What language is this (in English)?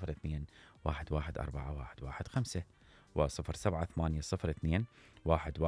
Mesopotamian Arabic